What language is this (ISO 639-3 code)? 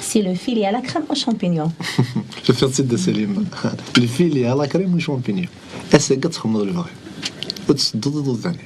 kab